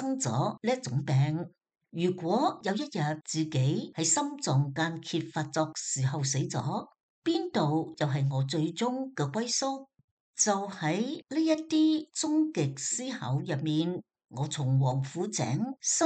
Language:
Cantonese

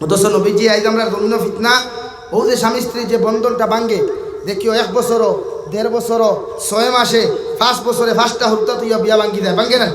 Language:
Sylheti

